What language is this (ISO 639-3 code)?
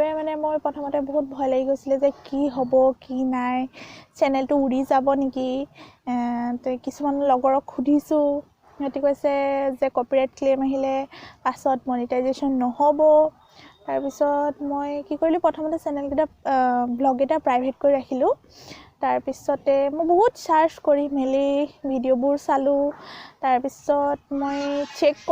asm